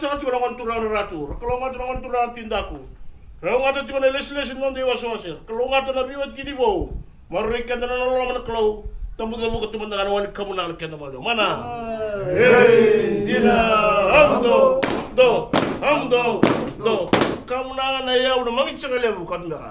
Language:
Fijian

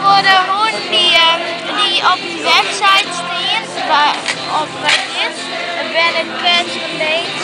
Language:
Western Frisian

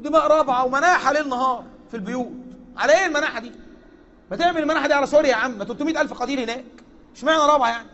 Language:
Egyptian Arabic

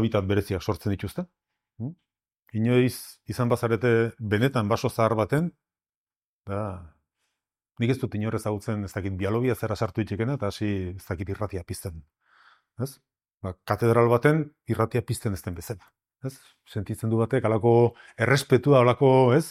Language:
Basque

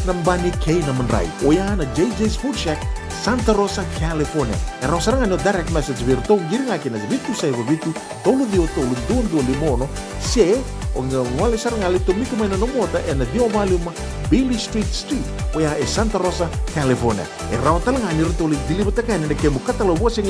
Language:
Fijian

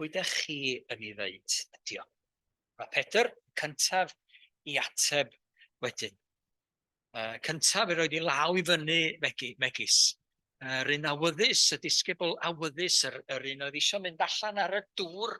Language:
Welsh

